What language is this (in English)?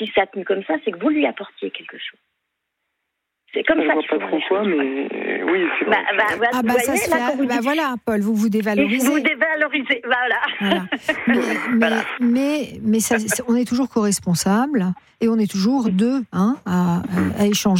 French